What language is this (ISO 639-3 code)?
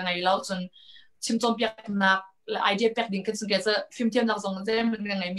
cnh